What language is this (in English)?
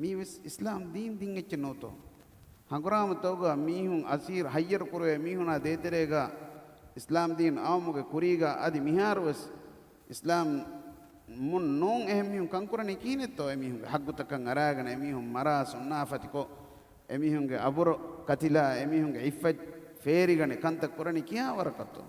Divehi